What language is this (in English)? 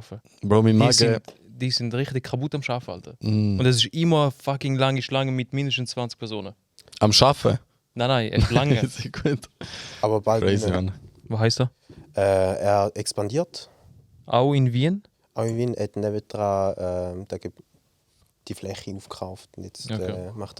Swiss German